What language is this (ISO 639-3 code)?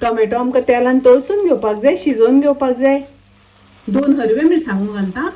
kok